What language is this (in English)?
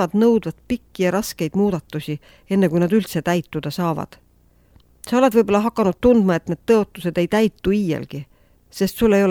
Estonian